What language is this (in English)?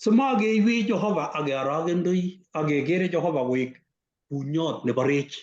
Kalenjin